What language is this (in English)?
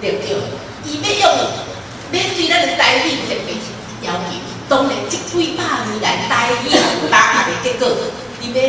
Min Nan Chinese